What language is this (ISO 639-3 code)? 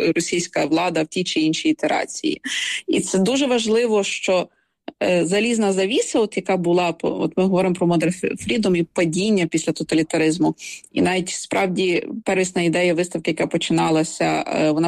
ukr